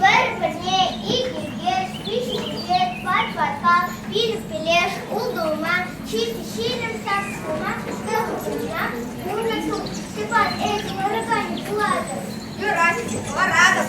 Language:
Chuvash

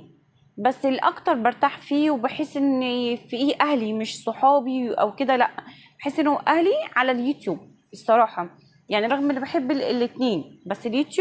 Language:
Egyptian Arabic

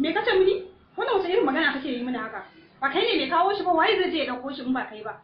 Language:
Hausa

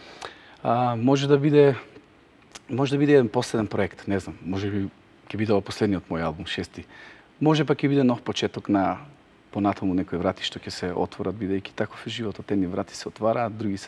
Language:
Macedonian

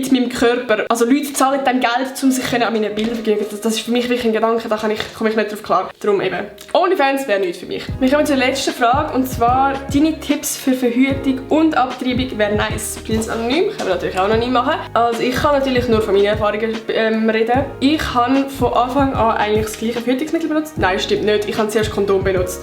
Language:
Swiss German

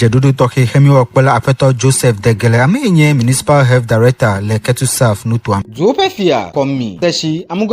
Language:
Ewe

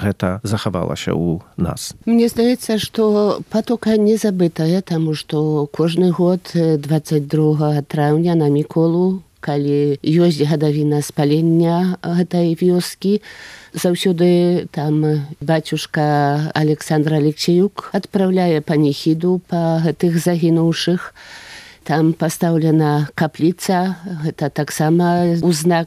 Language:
Polish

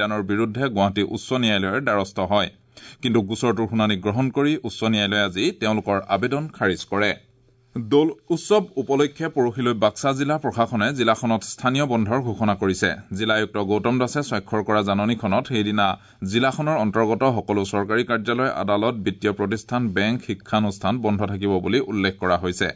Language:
Assamese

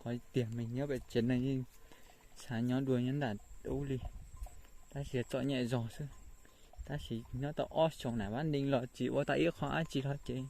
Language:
Hmong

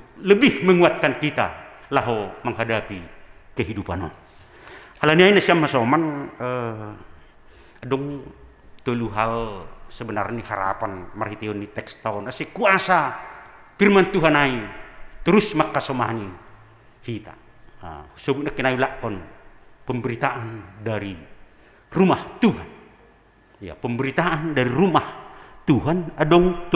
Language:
Batak Simalungun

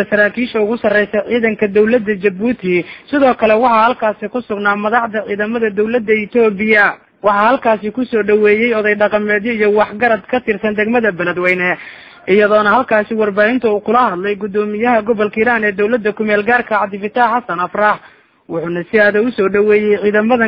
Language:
Somali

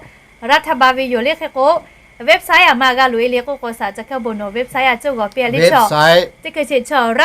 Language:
Lahu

